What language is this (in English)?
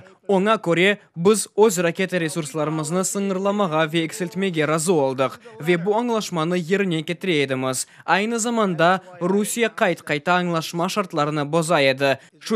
Crimean Tatar